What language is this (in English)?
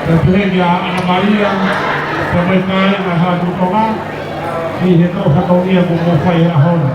Tongan